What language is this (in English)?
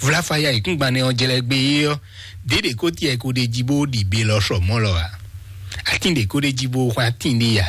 Fon